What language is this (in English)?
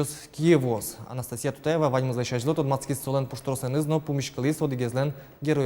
Udmurt